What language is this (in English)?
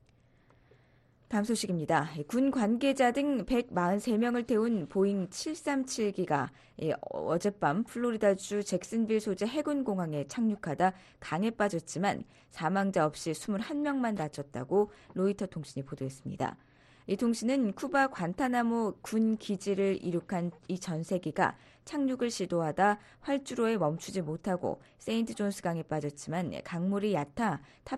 Korean